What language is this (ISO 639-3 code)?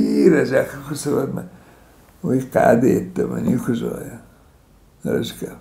oss